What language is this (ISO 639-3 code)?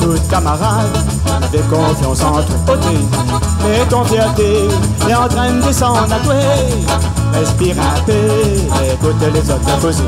rcf